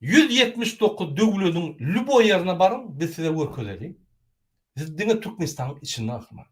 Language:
Turkmen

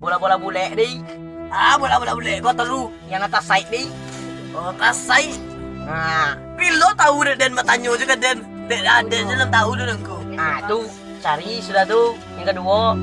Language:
Minangkabau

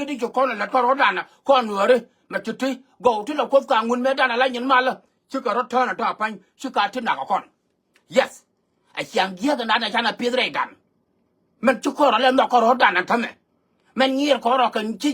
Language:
Nuer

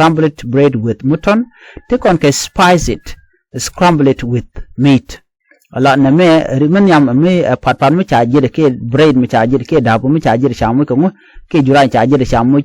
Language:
Nuer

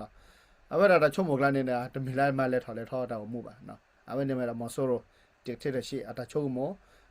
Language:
S'gaw Karen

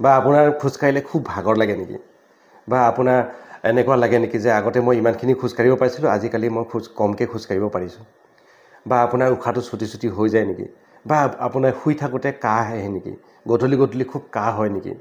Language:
Assamese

